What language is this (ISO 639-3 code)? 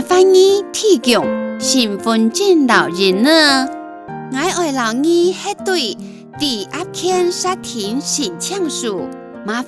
hak